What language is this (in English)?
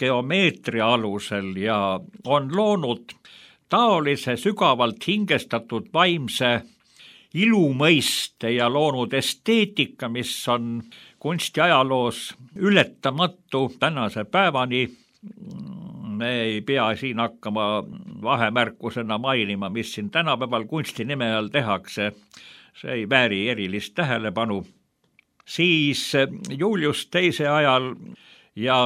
Estonian